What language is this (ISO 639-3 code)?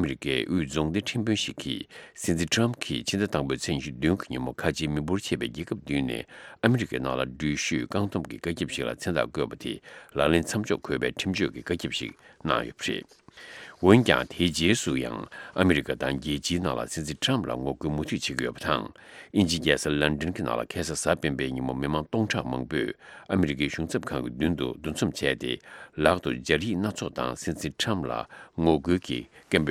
bod